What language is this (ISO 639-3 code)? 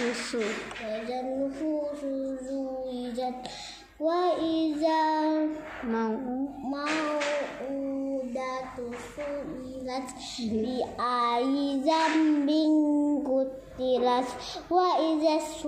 ind